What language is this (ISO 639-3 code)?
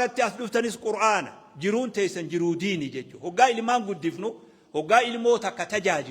orm